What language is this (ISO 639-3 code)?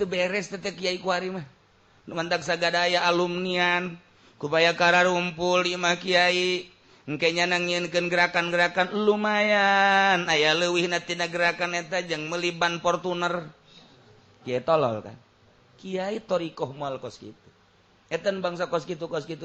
sun